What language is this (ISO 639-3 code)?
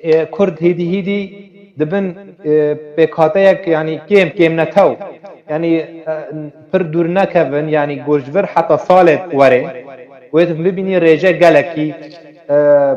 kur